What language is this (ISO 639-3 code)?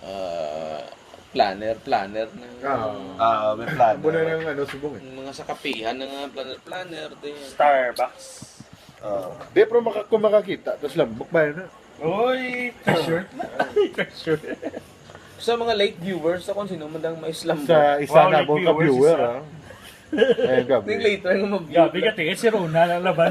hil